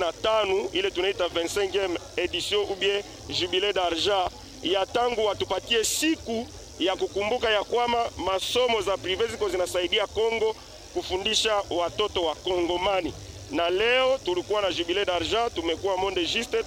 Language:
Swahili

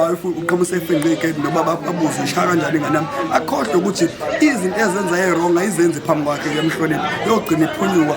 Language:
Zulu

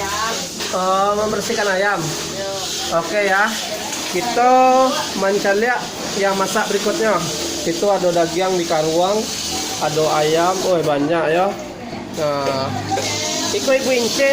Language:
Minangkabau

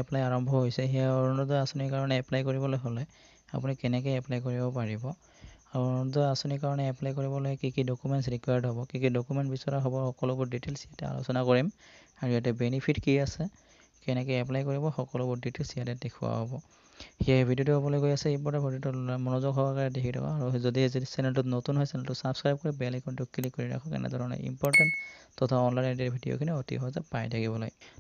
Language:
Assamese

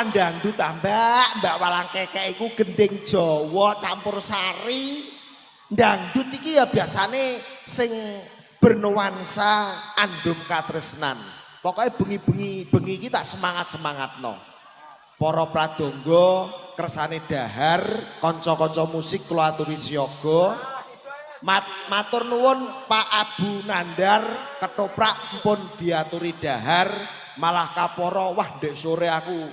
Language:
Javanese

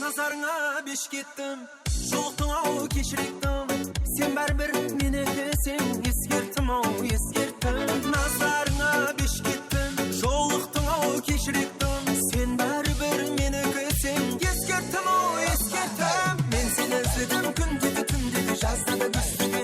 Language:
Kara-Kalpak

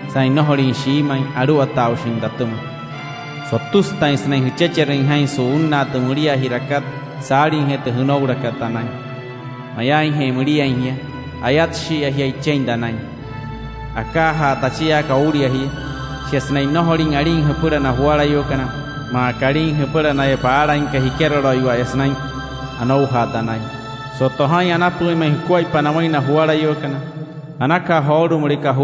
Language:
Wayuu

